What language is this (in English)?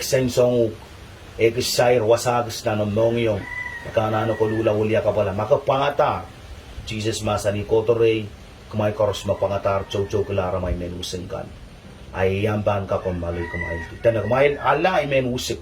Pohnpeian